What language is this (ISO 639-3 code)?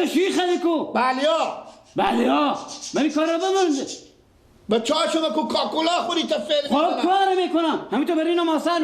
fas